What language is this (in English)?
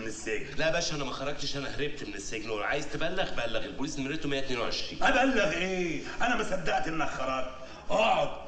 Egyptian Arabic